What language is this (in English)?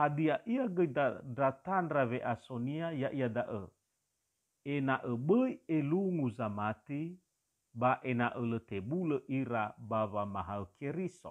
Nias